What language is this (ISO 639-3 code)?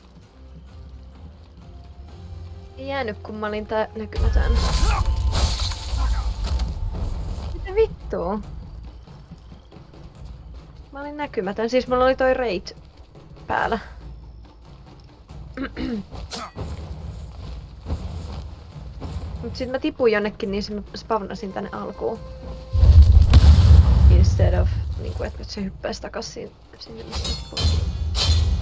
fin